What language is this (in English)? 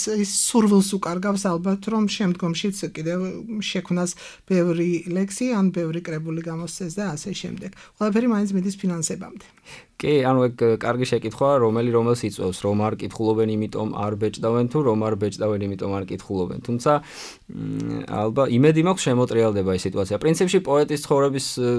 Georgian